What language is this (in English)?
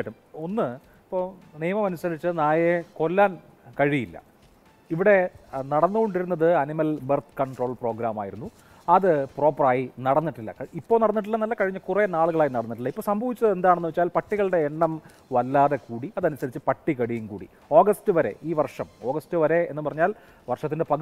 Malayalam